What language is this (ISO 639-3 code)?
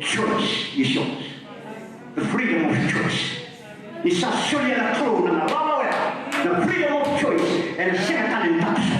fij